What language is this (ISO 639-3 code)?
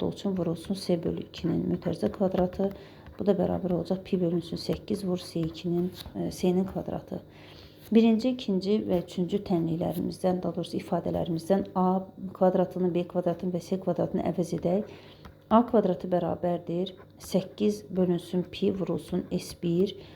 aze